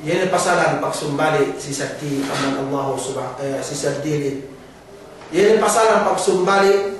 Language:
Yakan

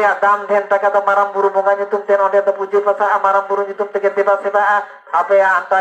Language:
Santali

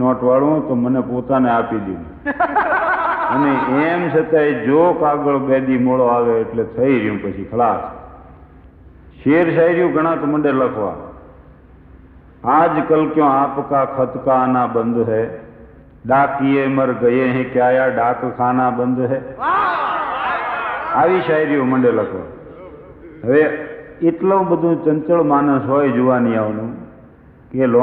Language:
Gujarati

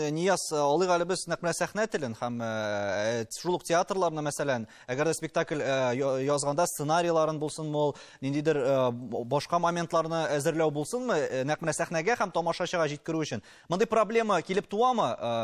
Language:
Tatar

